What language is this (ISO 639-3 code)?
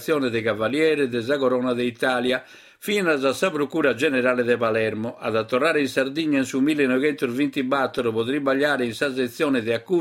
srd